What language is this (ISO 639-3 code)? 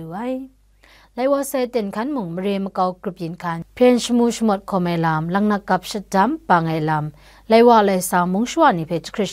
kac